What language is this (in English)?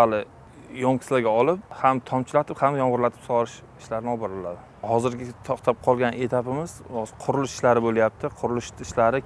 Uzbek